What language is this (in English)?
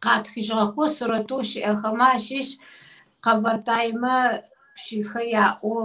Kabardian